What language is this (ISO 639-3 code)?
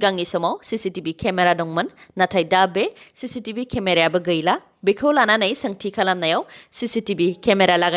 brx